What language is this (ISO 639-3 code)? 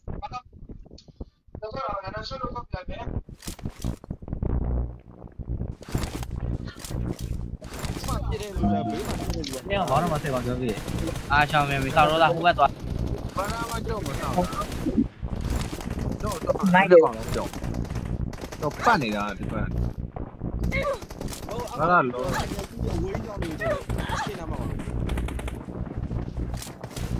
mya